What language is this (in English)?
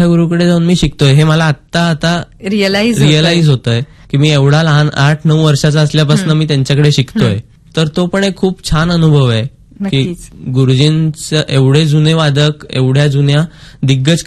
Marathi